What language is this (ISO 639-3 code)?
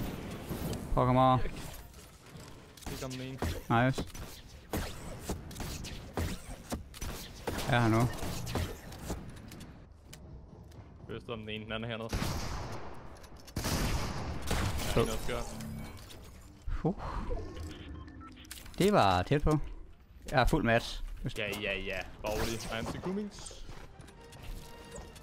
dan